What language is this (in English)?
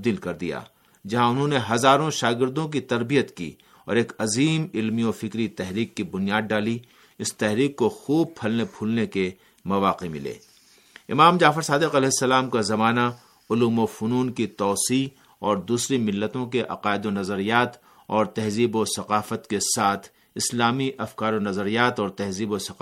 Urdu